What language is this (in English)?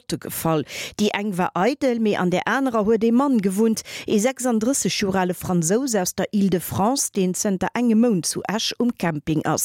Luxembourgish